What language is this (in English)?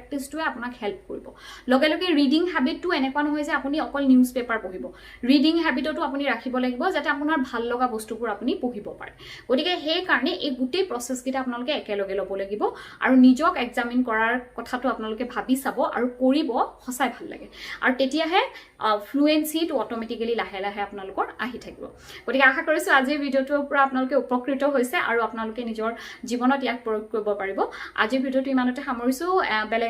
Assamese